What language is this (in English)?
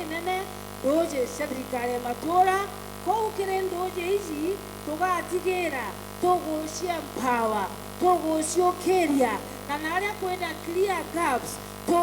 Meru